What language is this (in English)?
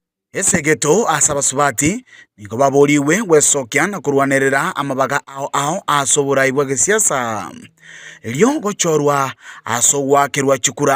Gusii